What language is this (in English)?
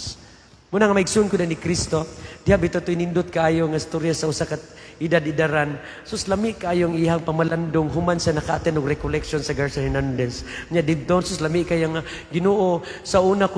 Cebuano